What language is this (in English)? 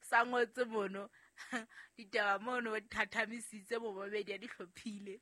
Southern Sotho